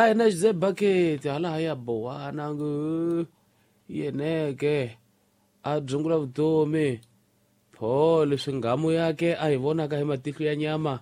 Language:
Tsonga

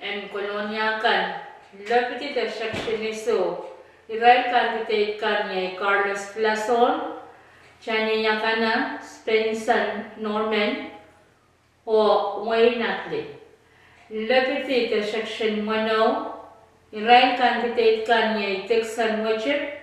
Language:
Pohnpeian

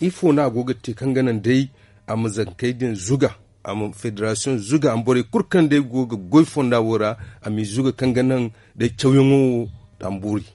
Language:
Zarma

